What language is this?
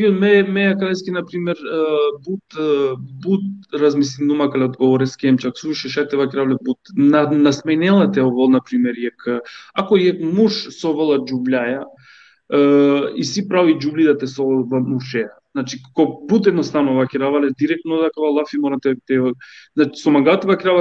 Balkan Romani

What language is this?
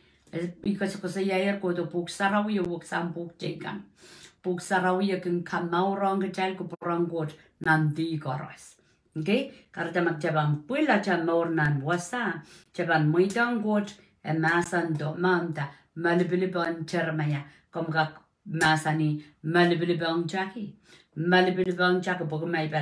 Pohnpeian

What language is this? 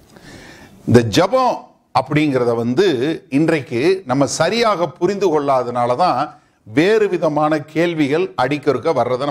Tamil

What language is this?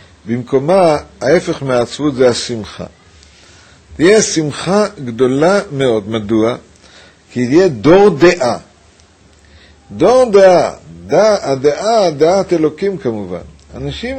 Hebrew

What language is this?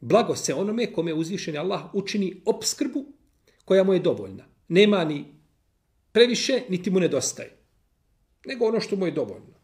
Bosnian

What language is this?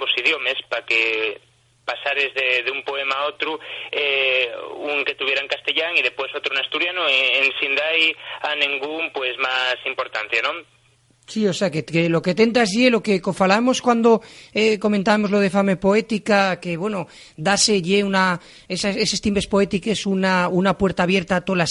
Asturian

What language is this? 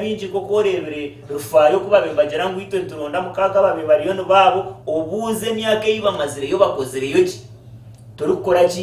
Nyankole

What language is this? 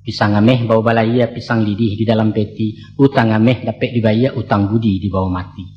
Minangkabau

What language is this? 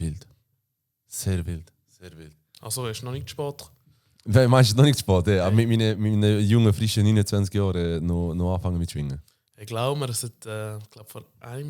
Swiss German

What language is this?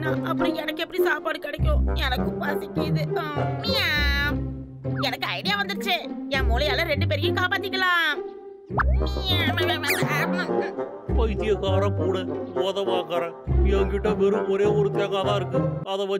Tamil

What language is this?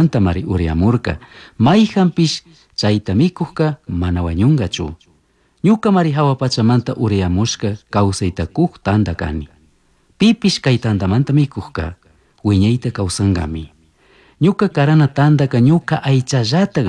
Chimborazo Highland Quichua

